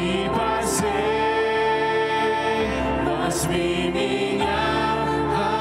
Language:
Russian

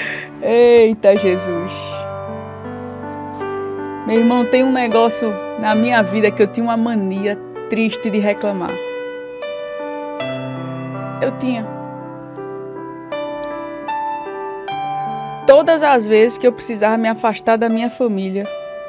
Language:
Portuguese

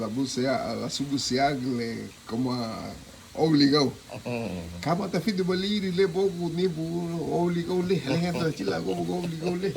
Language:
Garifuna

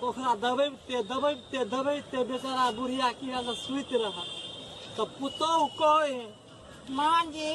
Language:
Maithili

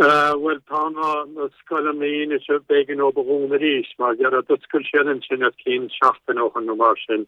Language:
Irish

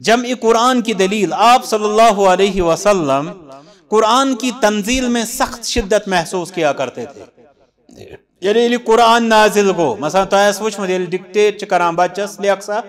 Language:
Kashmiri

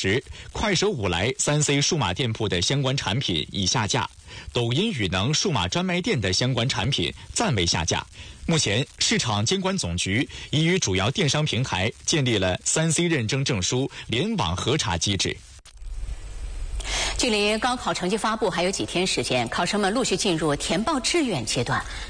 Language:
Chinese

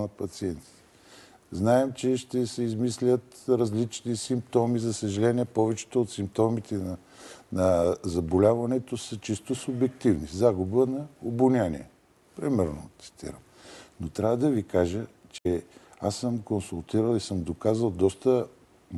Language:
Bulgarian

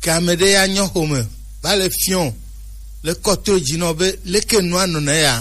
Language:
Gen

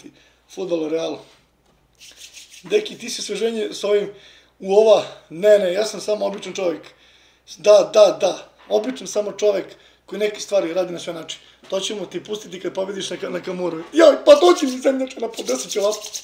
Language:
Serbian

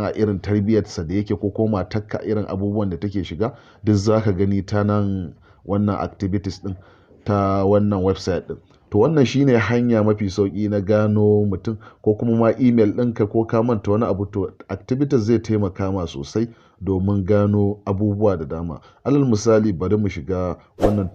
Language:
Hausa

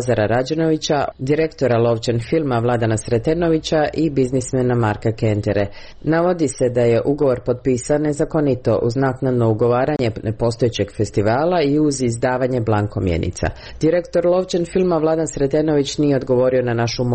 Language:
Serbian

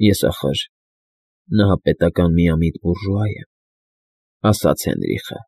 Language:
Armenian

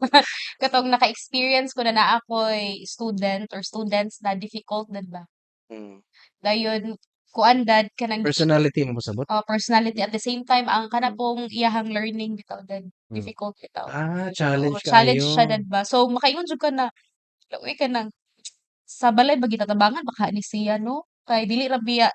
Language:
Cebuano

